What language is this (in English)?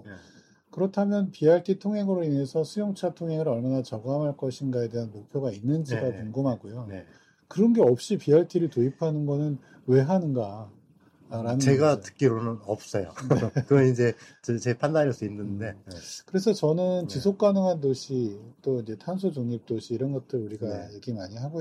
Korean